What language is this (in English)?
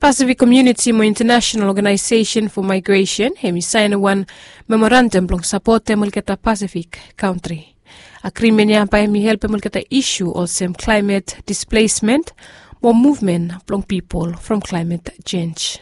Bislama